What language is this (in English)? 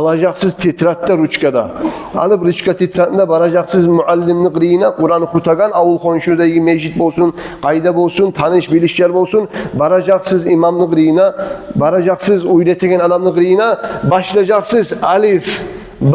Kumyk